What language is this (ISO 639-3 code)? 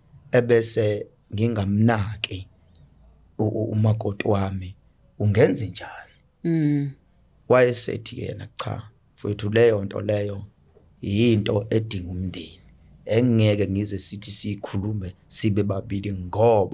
zul